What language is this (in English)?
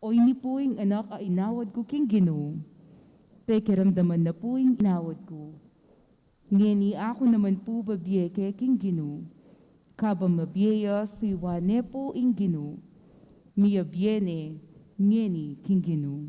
Pampanga